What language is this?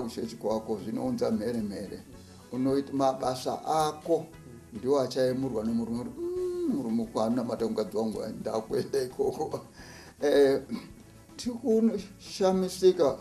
Shona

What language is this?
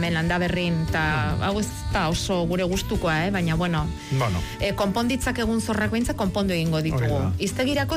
Basque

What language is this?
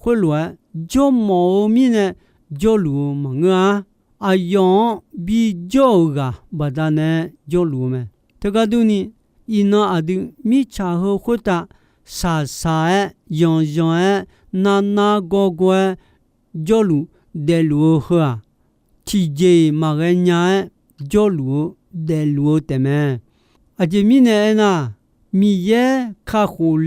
Akha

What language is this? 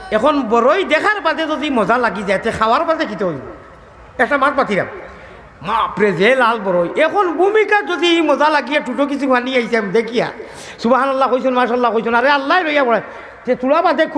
Sylheti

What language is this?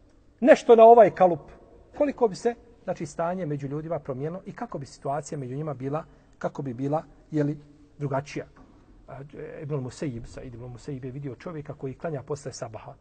Bosnian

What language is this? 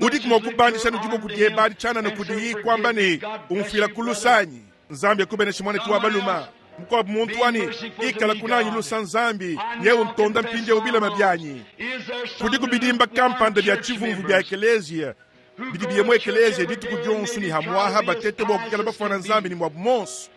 Luba-Lulua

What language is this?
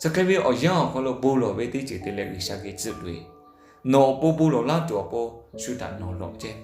Lahu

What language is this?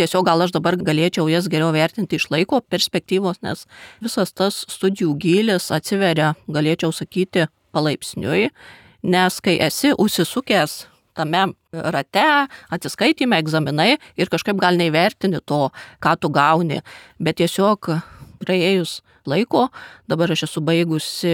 Lithuanian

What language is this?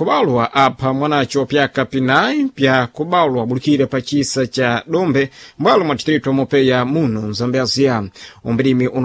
Sena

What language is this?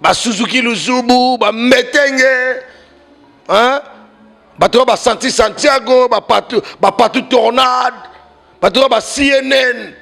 Lingala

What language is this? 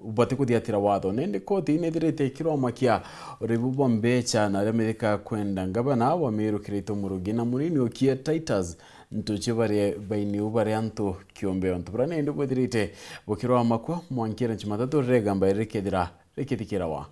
Meru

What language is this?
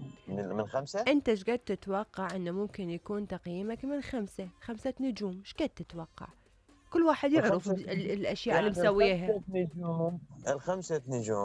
Mesopotamian Arabic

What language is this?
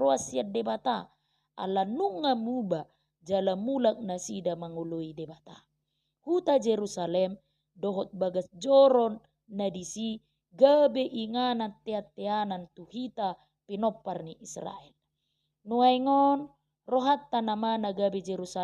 Batak Toba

